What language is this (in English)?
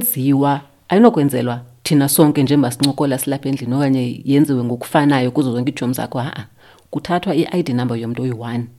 Xhosa